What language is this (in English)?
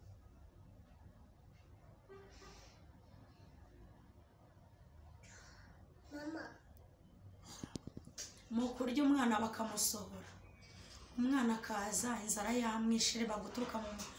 Kinyarwanda